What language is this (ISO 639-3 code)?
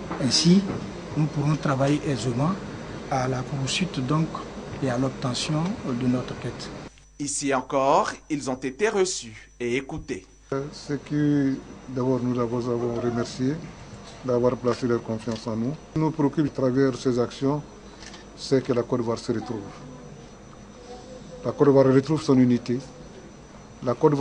fra